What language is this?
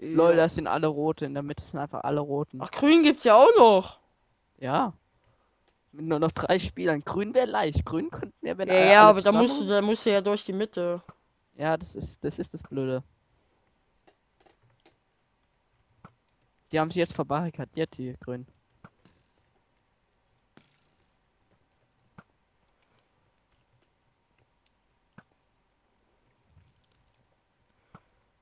German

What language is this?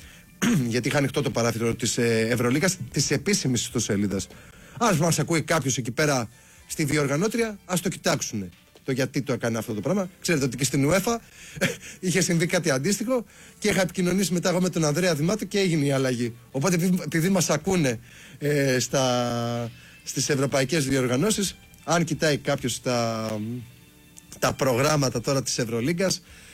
Greek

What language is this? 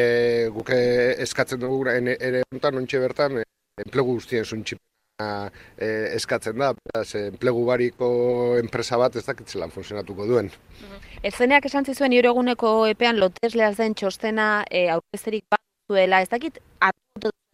Basque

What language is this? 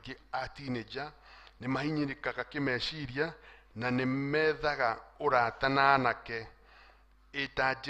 Kikuyu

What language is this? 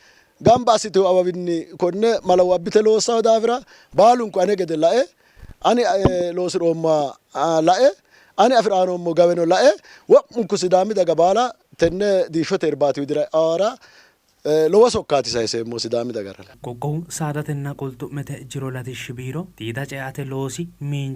Sidamo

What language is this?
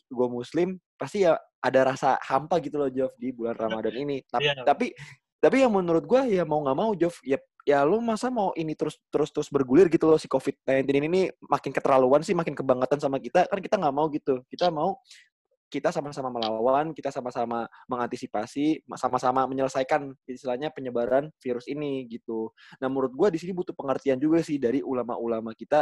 Indonesian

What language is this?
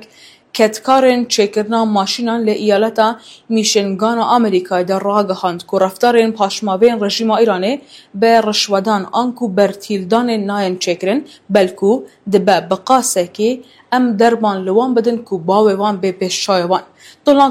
Kurdish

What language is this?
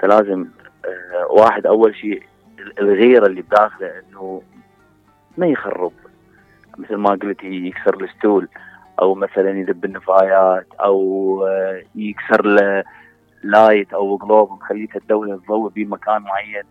Mesopotamian Arabic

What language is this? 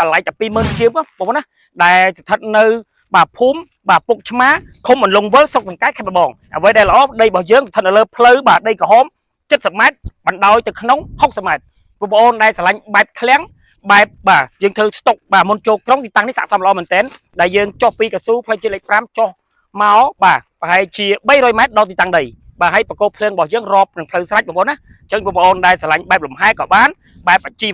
Khmer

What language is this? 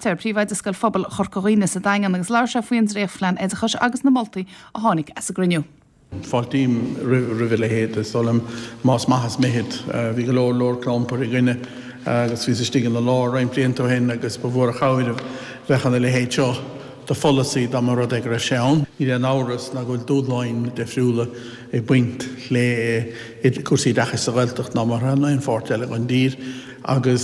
Irish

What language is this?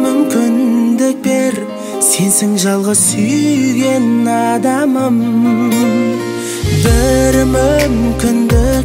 Kazakh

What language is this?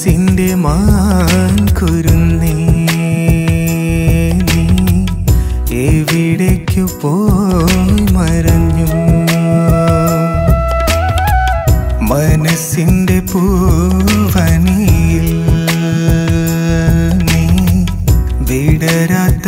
Malayalam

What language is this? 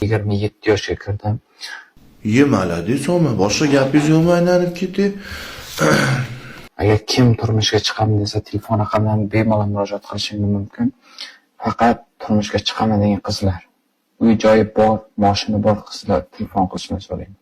Uzbek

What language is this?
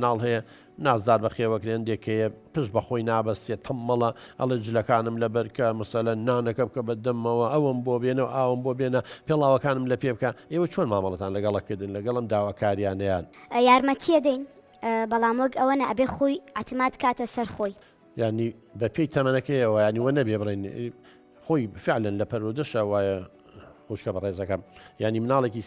Central Kurdish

